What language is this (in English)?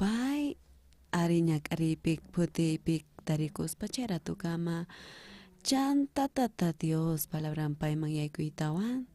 South Bolivian Quechua